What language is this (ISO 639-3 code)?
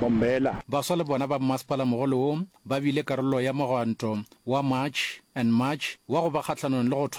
nso